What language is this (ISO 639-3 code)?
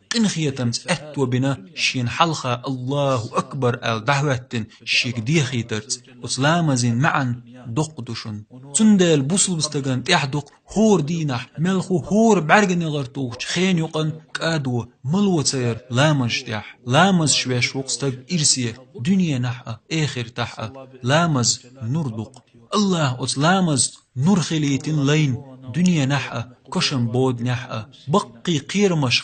che